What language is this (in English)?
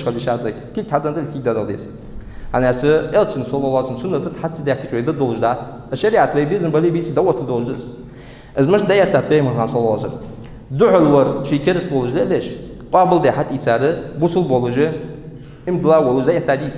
Ingush